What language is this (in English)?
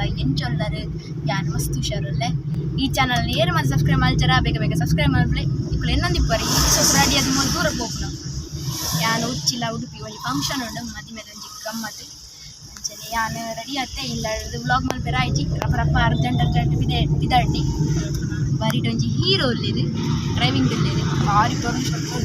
Tulu